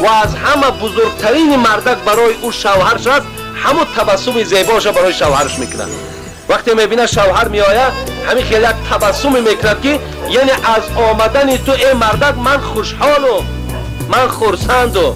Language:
Tajik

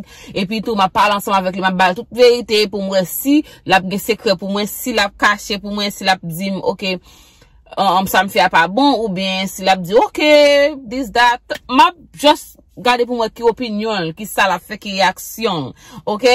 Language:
Haitian Creole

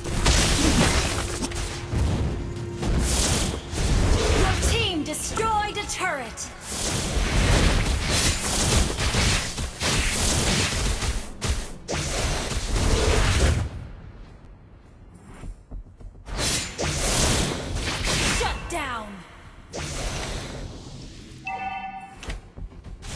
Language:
English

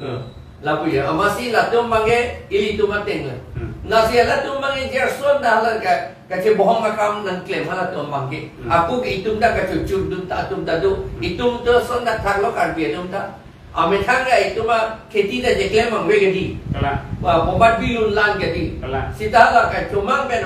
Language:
Karbi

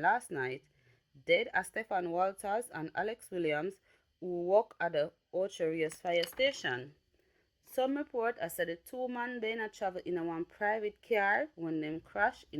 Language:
Jamaican Creole English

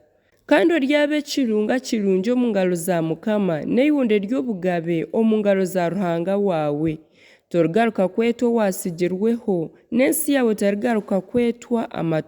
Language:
Nyankole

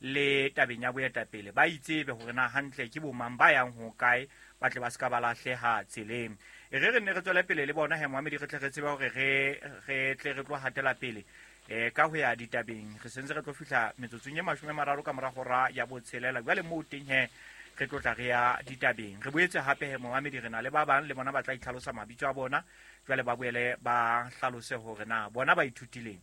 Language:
Southern Sotho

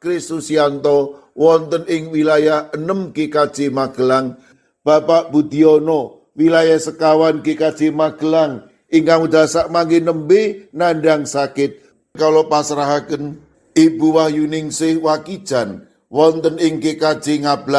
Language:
Javanese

